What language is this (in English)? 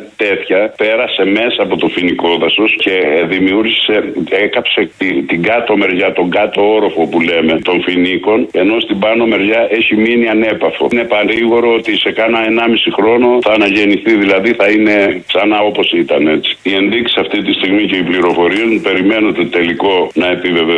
Greek